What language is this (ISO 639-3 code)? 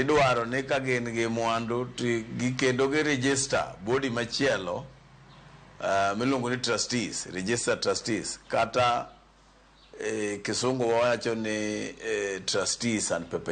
luo